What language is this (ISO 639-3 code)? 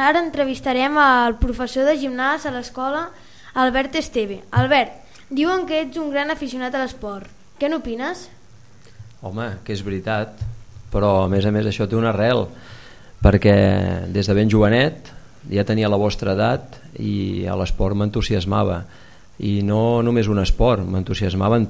cat